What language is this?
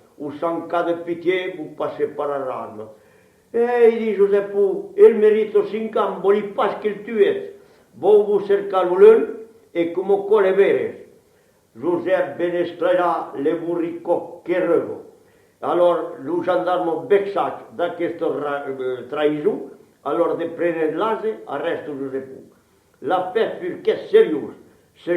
Occitan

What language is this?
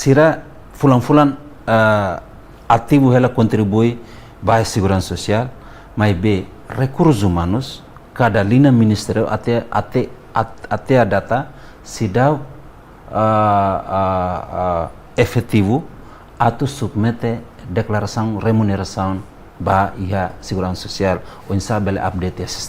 Tetum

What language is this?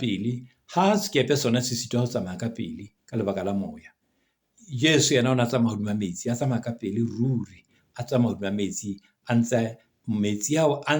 Southern Sotho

